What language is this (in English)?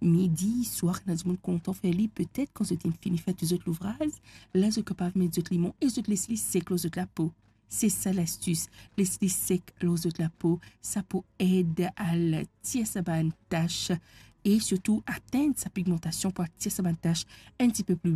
Morisyen